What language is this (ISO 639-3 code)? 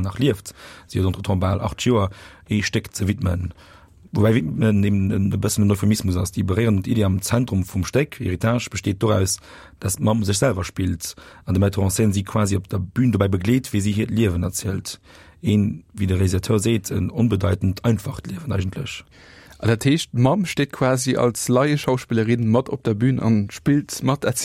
ltz